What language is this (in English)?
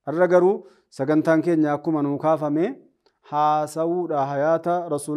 Oromo